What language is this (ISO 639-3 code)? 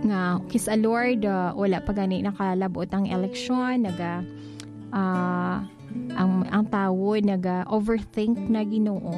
hil